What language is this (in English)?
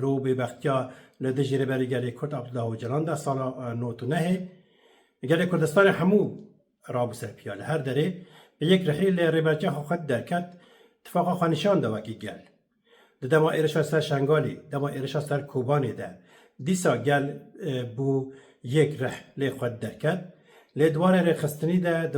Kurdish